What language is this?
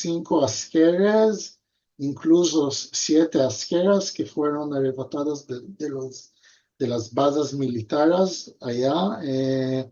Ladino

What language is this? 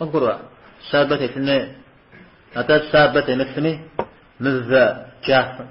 Kabardian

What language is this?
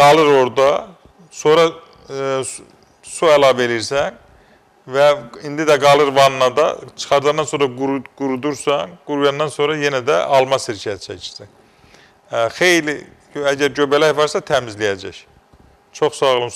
Azerbaijani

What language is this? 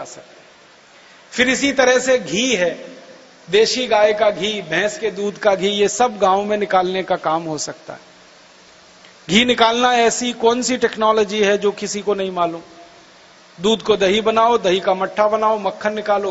Hindi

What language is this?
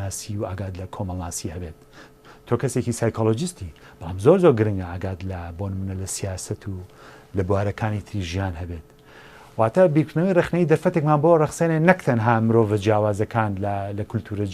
Central Kurdish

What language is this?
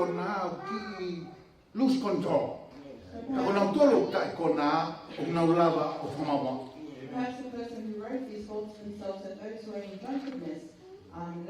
Tongan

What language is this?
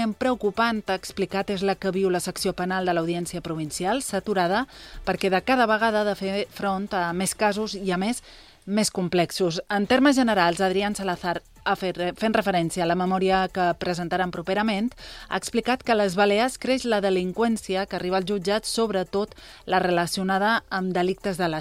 Catalan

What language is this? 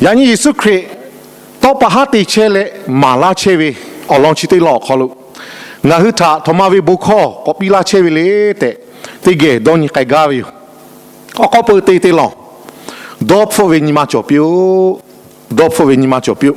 Lahu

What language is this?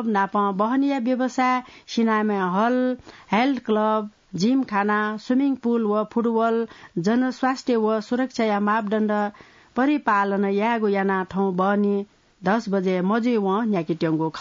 Newari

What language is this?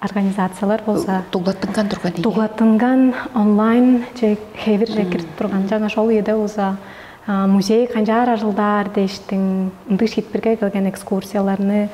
Tuvinian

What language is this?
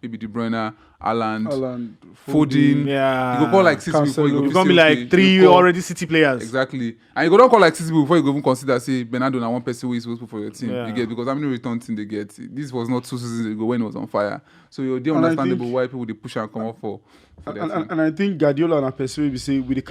Nigerian Pidgin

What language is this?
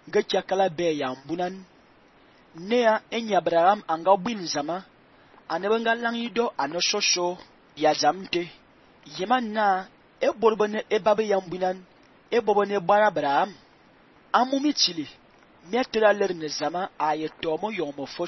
Fang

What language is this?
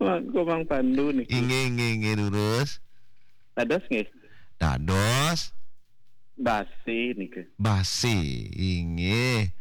Balinese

